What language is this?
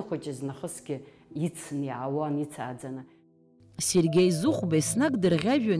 Abkhazian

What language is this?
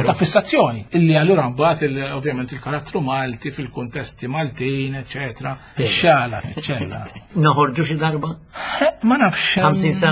Maltese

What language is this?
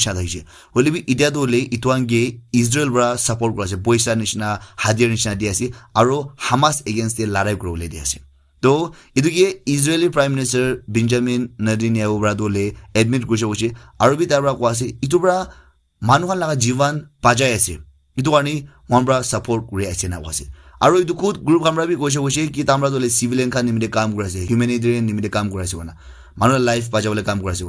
Naga Pidgin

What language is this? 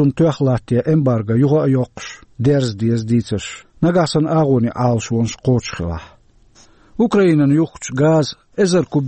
Chechen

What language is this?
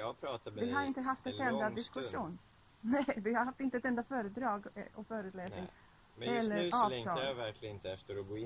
Swedish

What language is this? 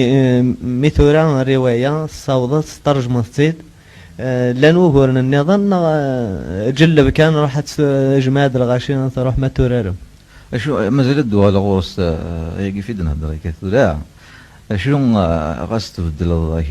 Kabyle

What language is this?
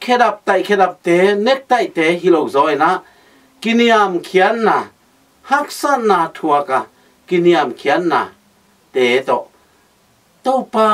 Tedim Chin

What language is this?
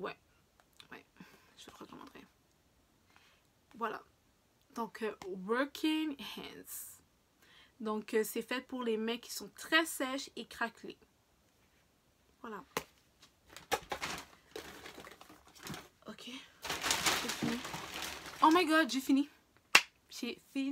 French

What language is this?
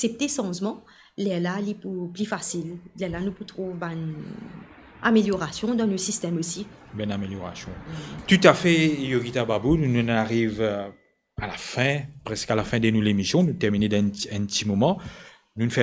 Morisyen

